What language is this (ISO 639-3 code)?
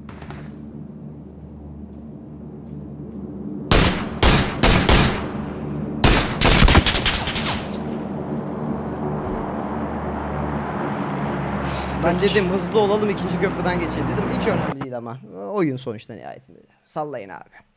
tur